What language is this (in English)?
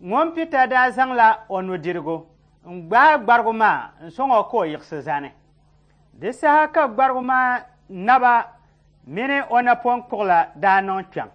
Dagbani